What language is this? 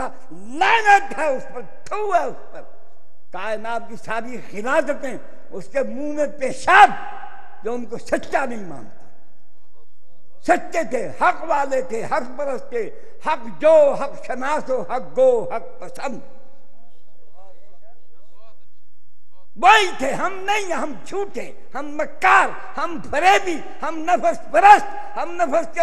Urdu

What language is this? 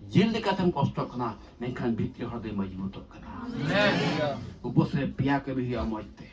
Santali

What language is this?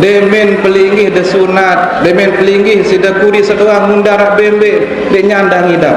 Sasak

